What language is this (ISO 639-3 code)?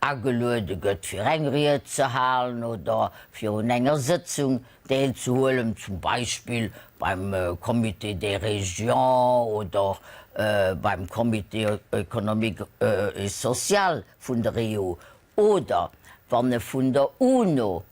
ltz